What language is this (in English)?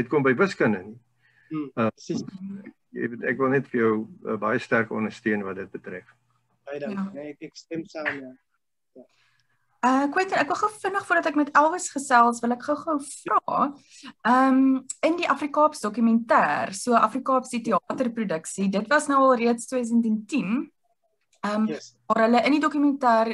Afrikaans